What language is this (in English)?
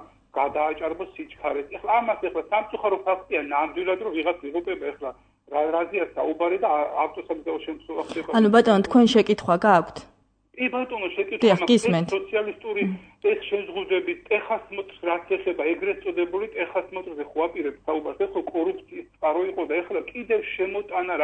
Georgian